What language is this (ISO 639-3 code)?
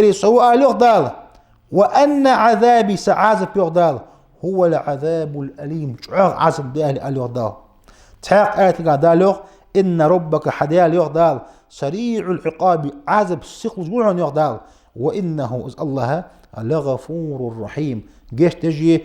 inh